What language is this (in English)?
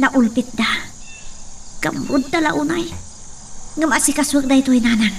Iloko